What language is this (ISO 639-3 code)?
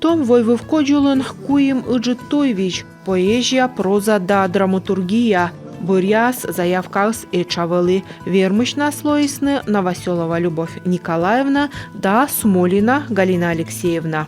kom